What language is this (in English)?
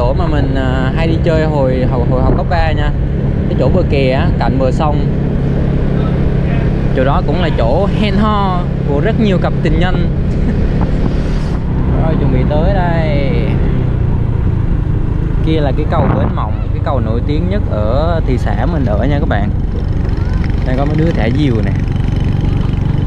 Vietnamese